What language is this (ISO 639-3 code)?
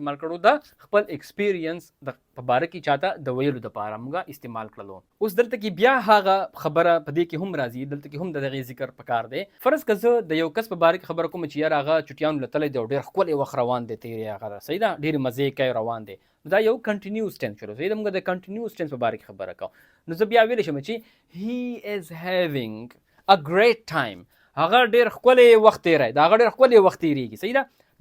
pus